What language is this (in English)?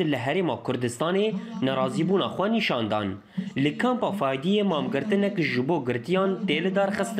Kurdish